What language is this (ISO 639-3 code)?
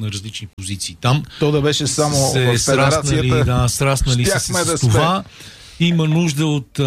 bul